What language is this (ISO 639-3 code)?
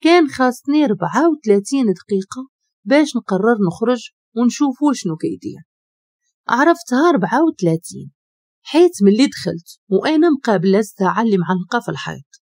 ary